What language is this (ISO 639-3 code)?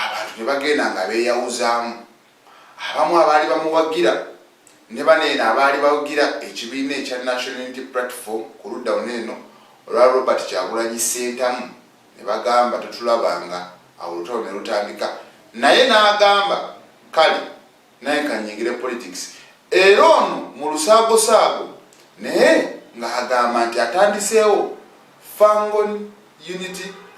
lug